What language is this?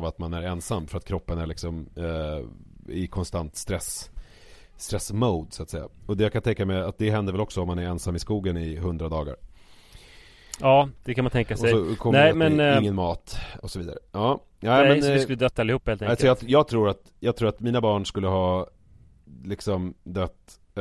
Swedish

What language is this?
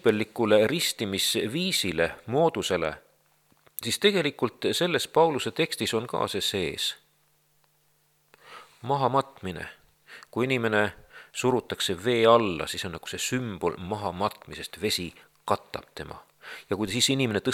Estonian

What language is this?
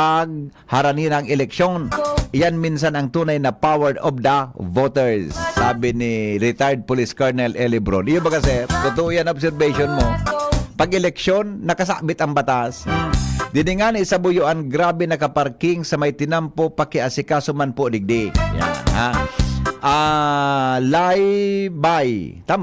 Bikol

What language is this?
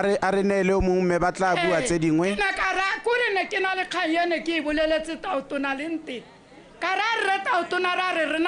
Tswana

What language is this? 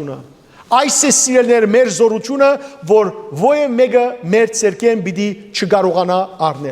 Western Armenian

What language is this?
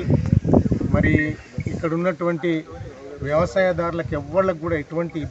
Telugu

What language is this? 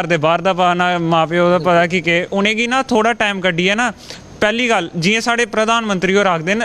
Dogri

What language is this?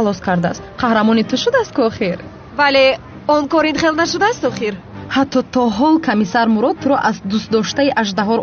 Tajik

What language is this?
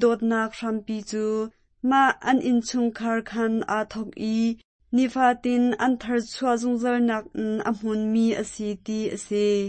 Hakha Chin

